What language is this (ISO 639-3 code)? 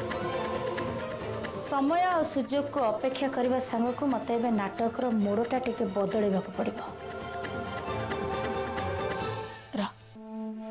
ori